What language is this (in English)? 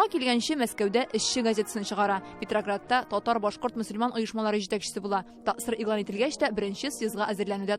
Tatar